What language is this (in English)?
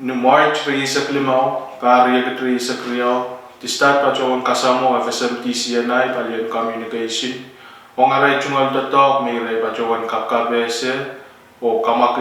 Pohnpeian